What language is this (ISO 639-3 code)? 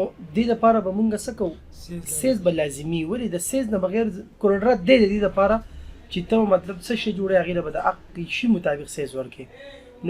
pus